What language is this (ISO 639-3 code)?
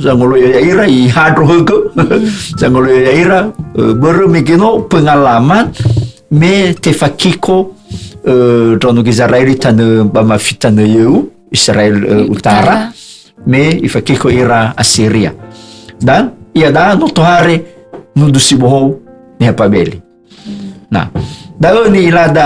nia